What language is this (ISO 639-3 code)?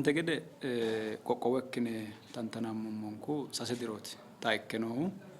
sid